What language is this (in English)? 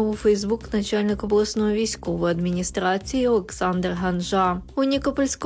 Ukrainian